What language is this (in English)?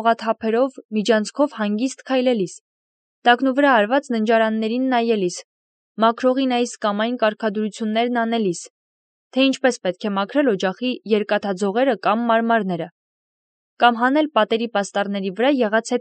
Armenian